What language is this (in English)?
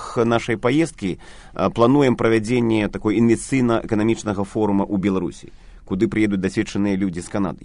Belarusian